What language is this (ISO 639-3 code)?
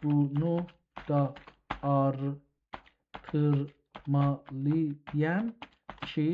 azb